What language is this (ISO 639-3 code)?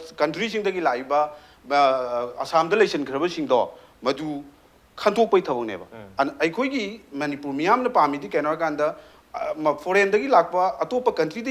mni